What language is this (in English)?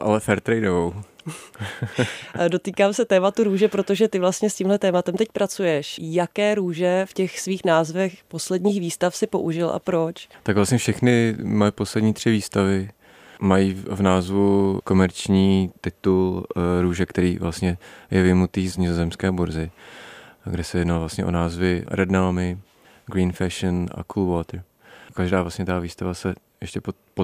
Czech